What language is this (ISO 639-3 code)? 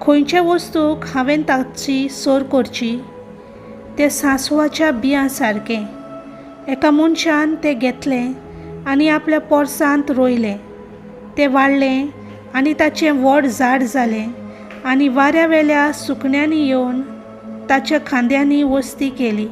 kok